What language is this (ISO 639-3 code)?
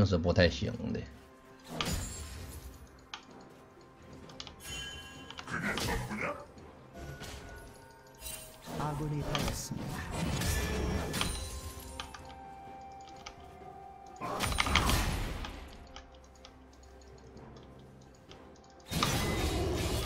zho